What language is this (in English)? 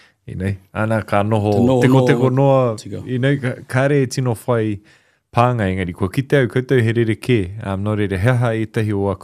Māori